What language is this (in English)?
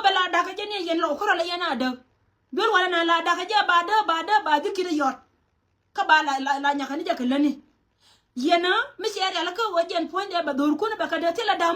Nuer